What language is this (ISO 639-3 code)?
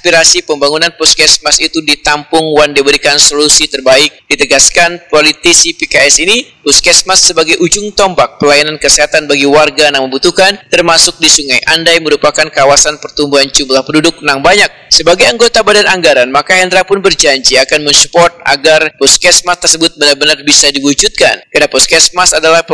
bjn